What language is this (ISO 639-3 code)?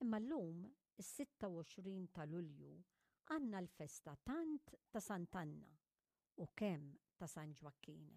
mlt